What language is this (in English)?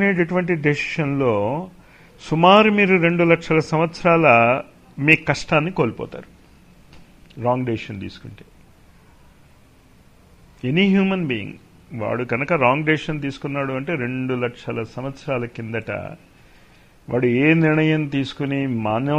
Telugu